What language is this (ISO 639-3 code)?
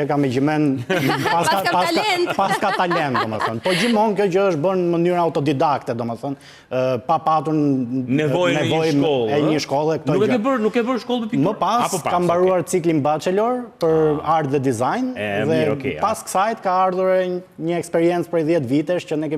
sqi